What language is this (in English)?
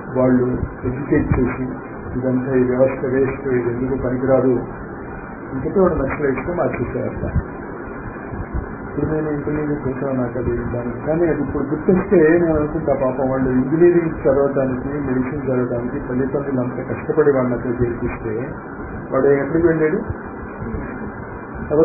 Telugu